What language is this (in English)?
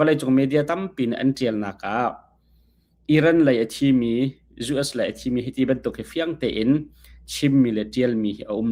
Hakha Chin